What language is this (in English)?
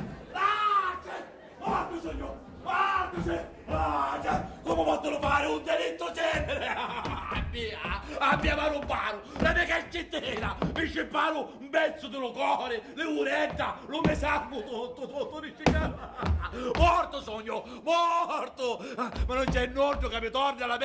Sicilian